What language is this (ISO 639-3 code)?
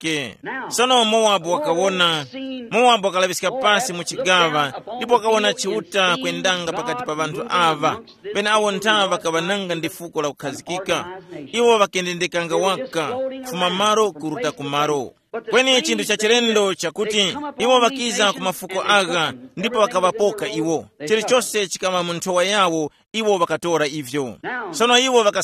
tum